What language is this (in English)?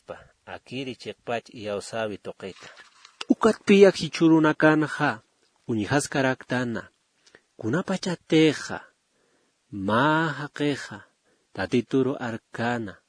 Aymara